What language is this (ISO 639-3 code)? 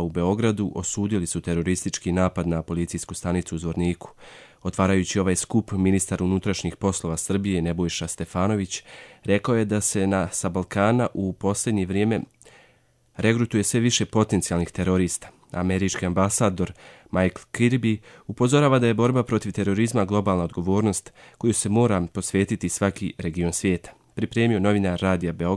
srp